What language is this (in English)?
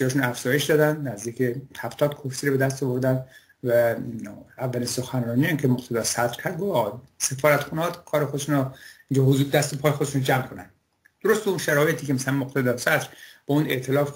Persian